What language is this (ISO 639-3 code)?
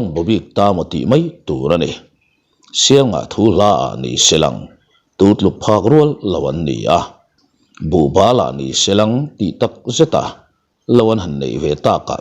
lus